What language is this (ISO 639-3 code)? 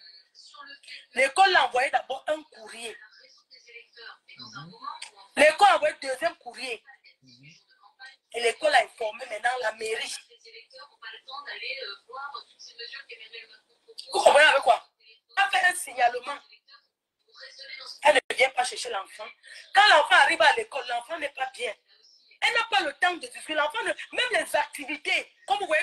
fra